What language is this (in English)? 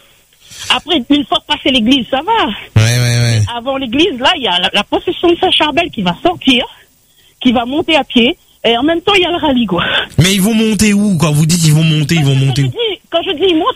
French